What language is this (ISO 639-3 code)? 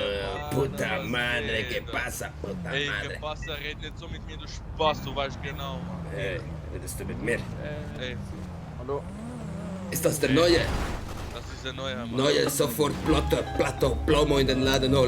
gsw